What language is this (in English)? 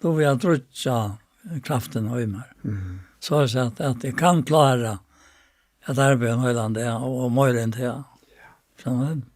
Faroese